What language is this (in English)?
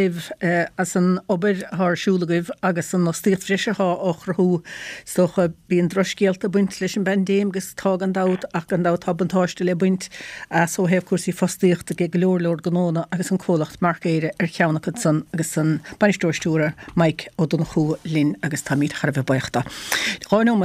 Irish